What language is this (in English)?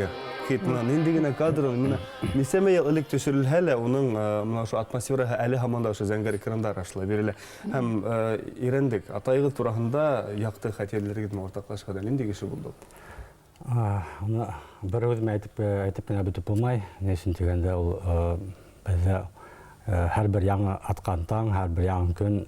Bashkir